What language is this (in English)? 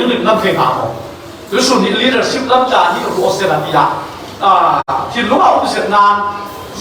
Falam Chin